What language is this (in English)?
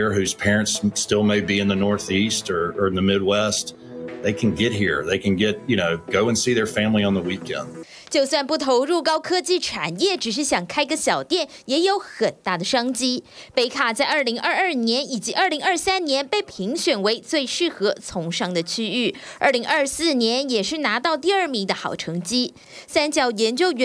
Chinese